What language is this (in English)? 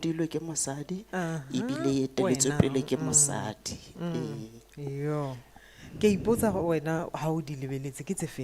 Tswana